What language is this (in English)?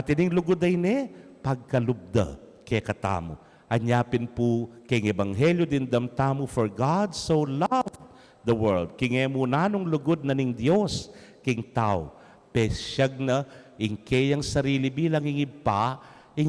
Pampanga